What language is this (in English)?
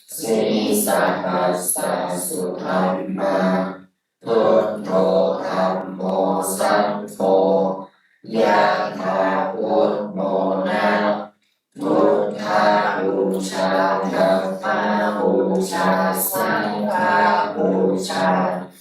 Pali